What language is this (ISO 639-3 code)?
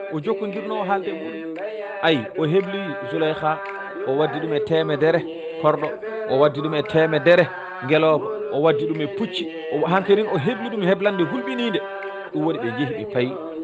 ful